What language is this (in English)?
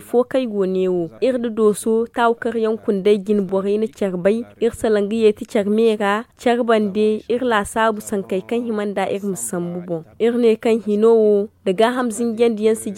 Zarma